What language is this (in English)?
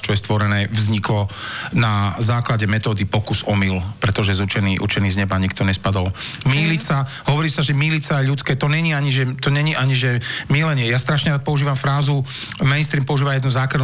Slovak